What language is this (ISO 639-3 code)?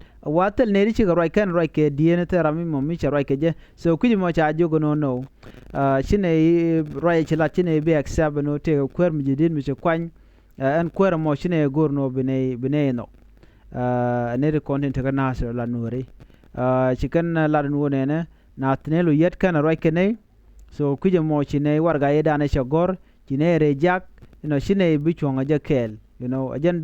nus